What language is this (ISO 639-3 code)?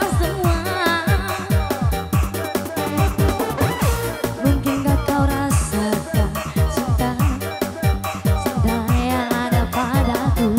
ind